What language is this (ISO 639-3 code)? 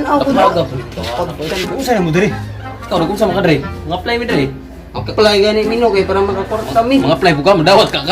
ceb